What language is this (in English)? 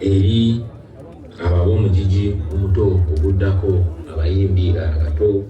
Ganda